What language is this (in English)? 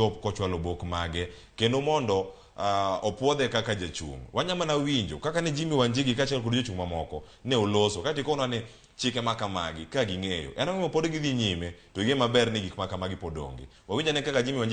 Luo (Kenya and Tanzania)